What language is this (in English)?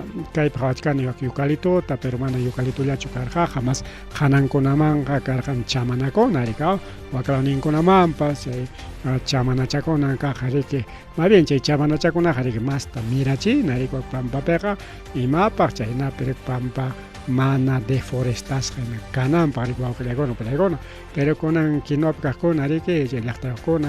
Ayacucho Quechua